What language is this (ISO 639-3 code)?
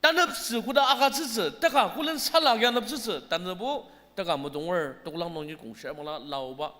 njo